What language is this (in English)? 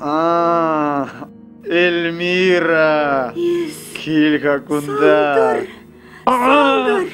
Chuvash